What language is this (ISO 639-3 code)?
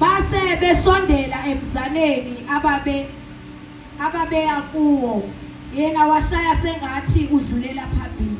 zul